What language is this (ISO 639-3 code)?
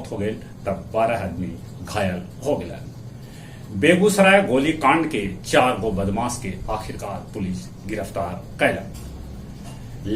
mag